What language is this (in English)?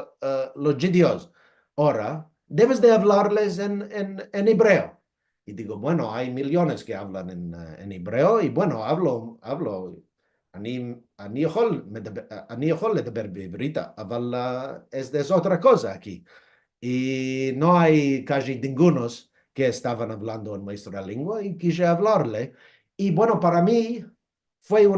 Ladino